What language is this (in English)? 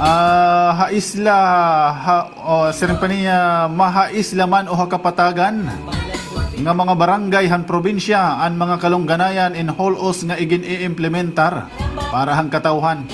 Waray